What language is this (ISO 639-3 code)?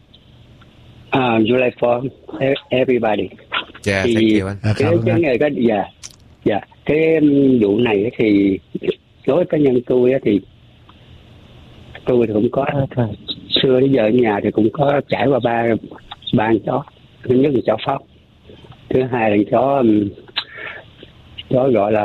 vie